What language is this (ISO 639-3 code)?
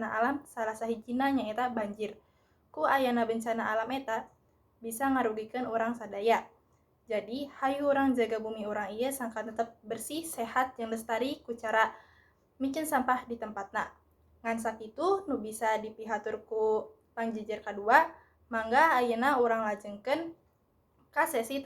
sun